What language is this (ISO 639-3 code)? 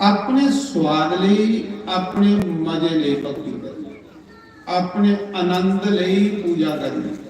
doi